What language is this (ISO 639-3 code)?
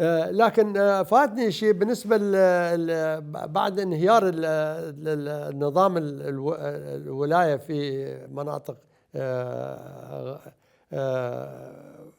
acm